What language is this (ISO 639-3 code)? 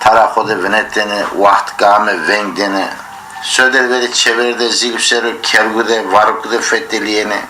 zza